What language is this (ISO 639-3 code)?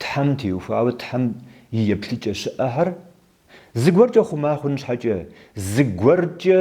kbd